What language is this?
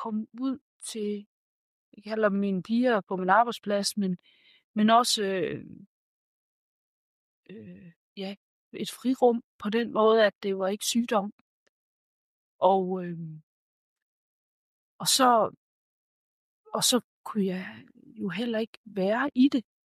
Danish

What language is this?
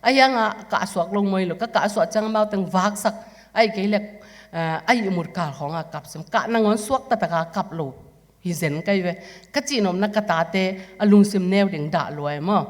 Tedim Chin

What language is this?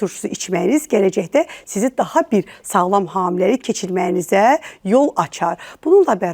Azerbaijani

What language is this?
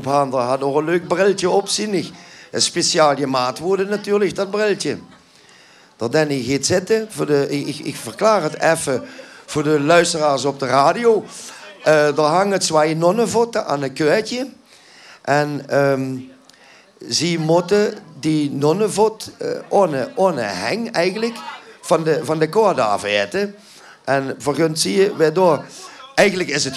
Limburgish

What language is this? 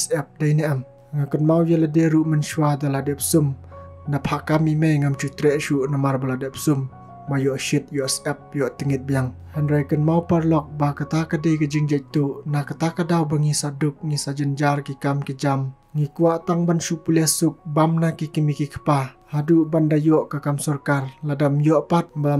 Khasi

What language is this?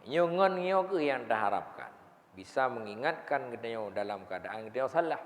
Achinese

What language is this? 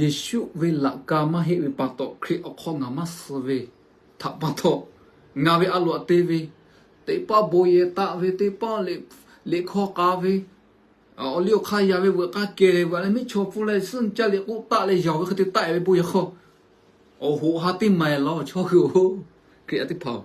Lahu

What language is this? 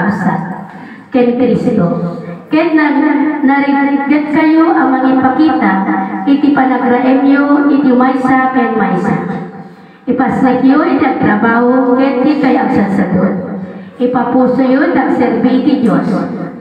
Iloko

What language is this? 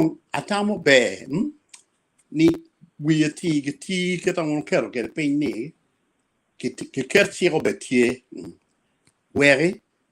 Acoli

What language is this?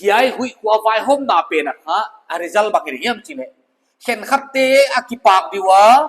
Paite Chin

